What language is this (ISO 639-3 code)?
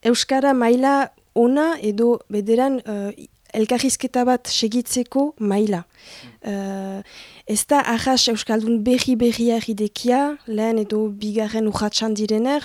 eus